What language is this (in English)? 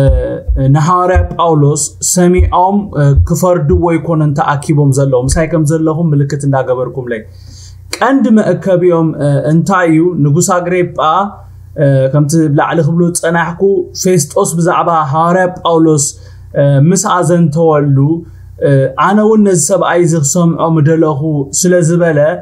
Tigrinya